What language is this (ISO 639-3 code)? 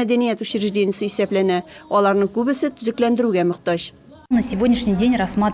tat